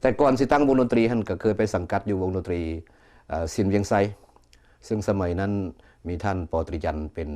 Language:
Lao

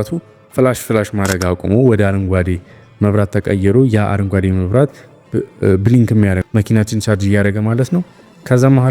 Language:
Amharic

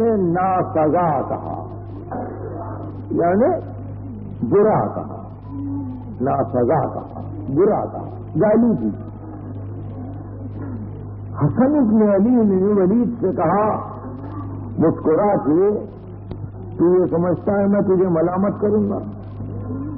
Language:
Urdu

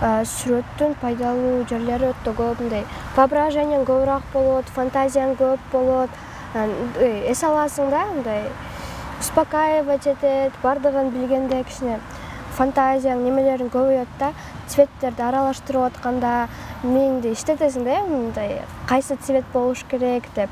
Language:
Kyrgyz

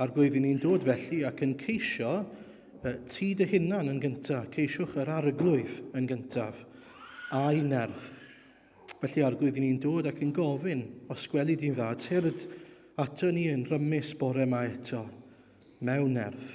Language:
Welsh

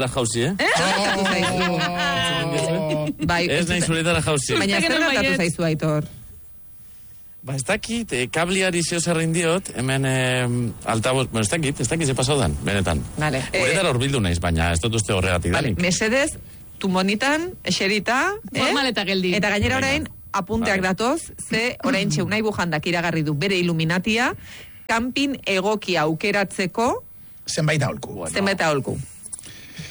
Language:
Basque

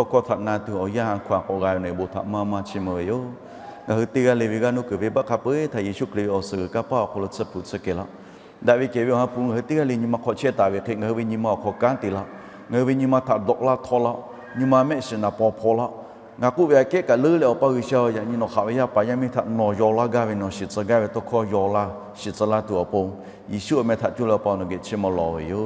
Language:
Lahu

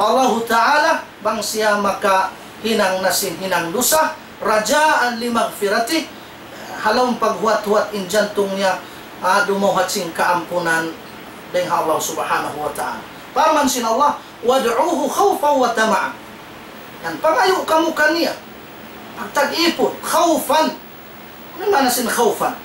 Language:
Tausug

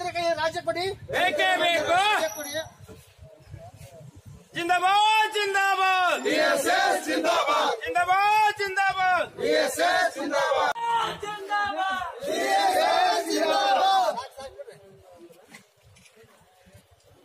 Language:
Kannada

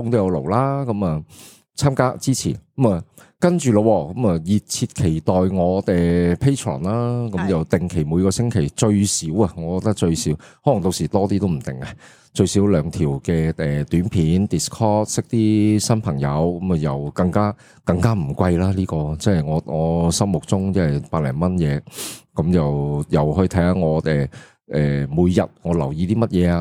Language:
Cantonese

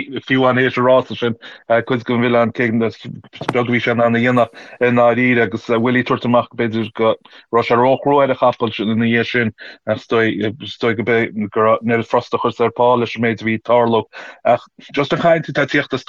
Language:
Irish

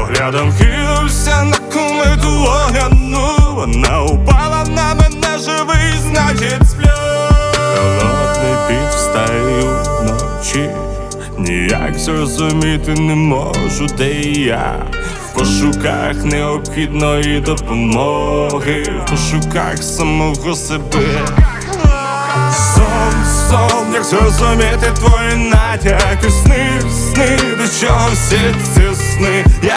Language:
Ukrainian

